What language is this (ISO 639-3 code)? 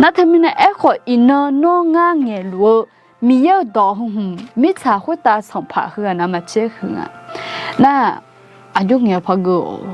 ahk